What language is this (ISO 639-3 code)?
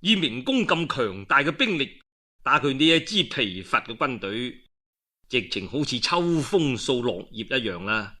yue